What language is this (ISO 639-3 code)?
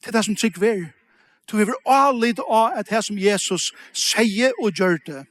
fao